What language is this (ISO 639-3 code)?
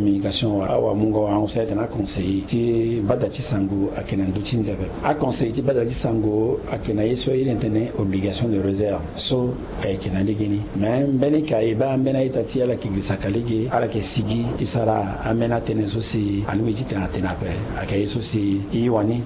sag